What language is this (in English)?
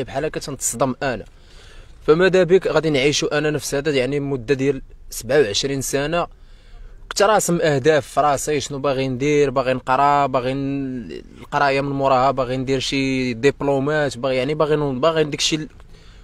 Moroccan Arabic